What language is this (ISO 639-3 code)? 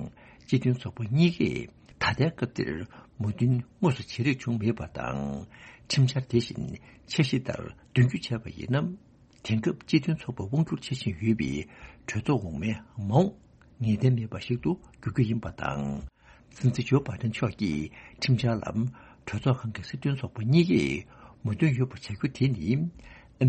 bod